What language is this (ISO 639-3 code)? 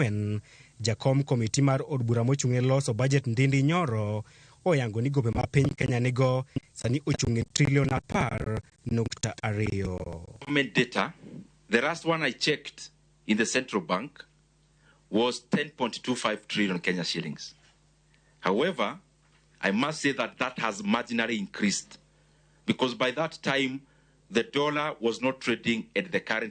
luo